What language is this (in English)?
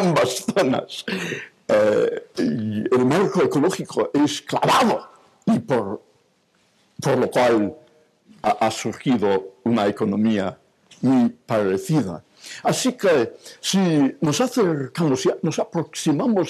Spanish